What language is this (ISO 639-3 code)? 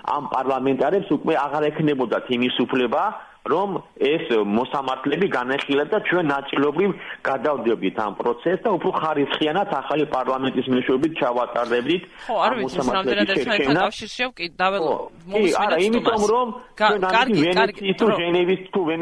kat